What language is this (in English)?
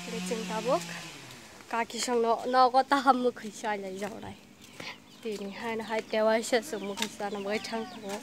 Kok Borok